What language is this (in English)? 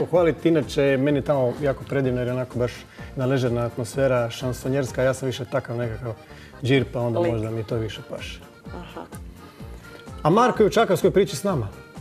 Croatian